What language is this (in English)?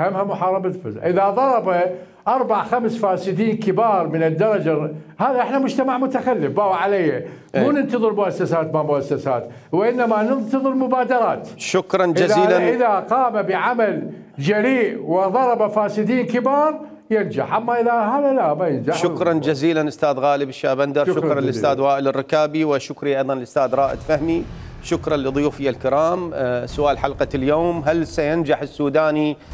Mesopotamian Arabic